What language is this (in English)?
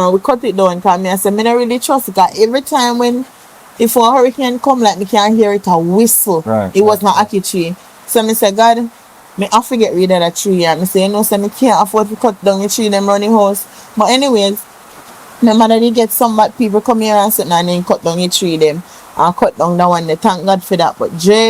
Jamaican Creole English